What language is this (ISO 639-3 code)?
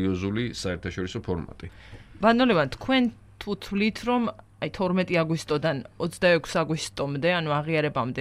kat